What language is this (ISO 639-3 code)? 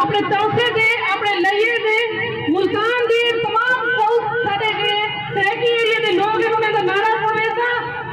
skr